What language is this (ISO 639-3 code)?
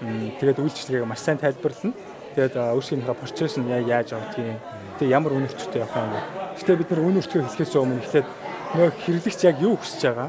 mon